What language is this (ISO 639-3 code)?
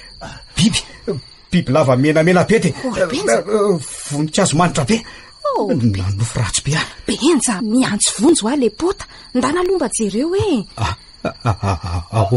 mlg